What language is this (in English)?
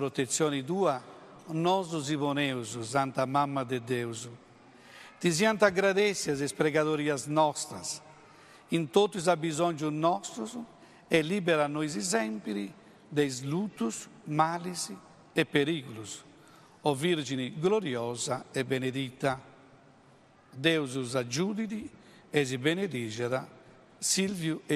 Sardinian